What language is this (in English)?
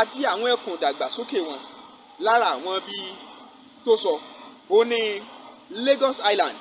Yoruba